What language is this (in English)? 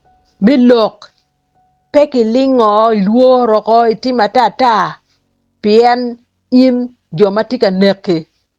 Acoli